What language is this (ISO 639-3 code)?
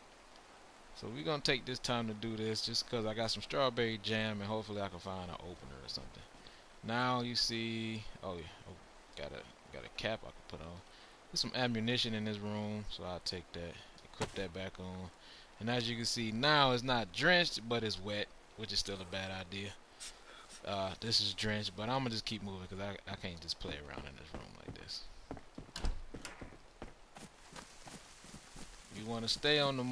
eng